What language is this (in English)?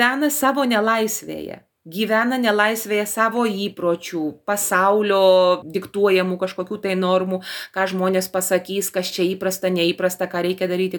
Lithuanian